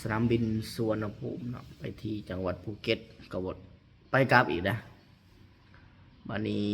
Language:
Lao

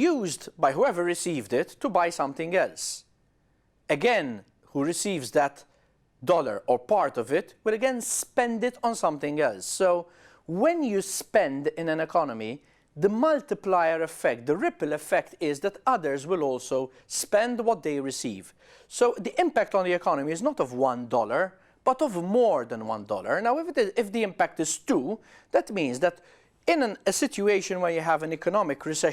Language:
English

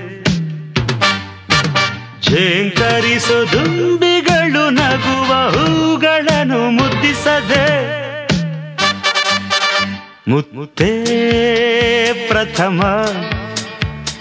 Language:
Kannada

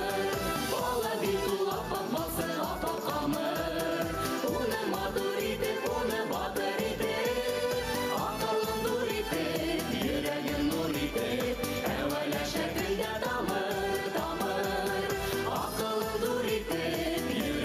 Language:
Bashkir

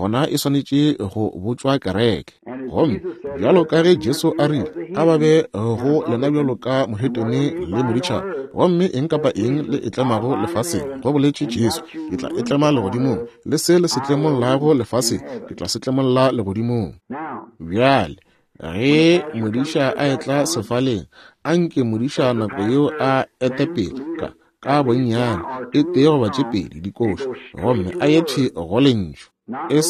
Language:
Northern Sotho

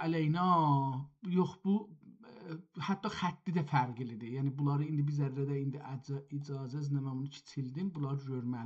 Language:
South Azerbaijani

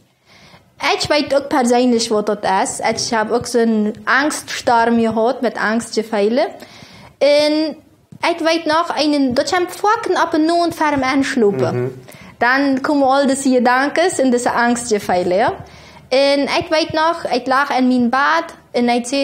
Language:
Plautdietsch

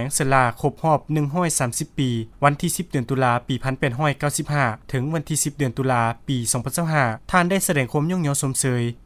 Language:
Lao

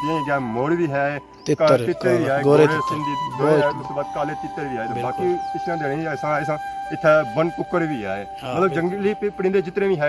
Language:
Pahari-Potwari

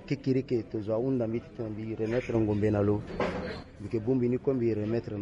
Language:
Sango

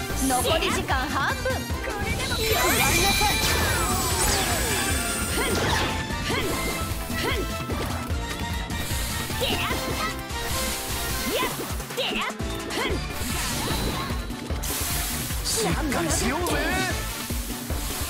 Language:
Japanese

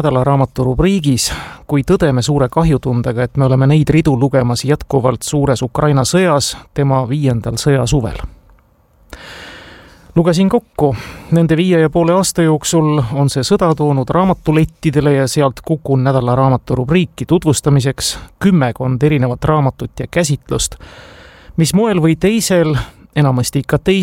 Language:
Estonian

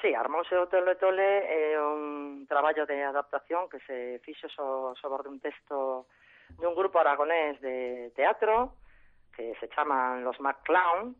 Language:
Galician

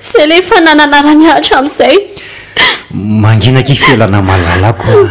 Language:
Malagasy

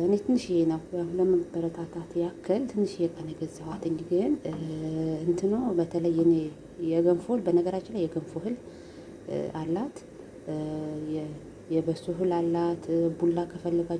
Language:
Amharic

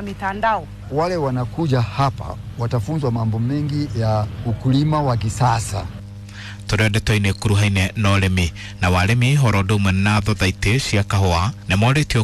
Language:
Kikuyu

